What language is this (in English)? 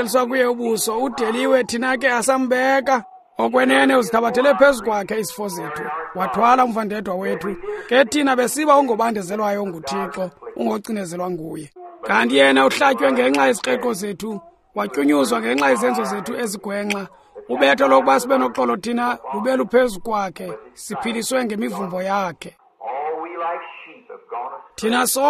Xhosa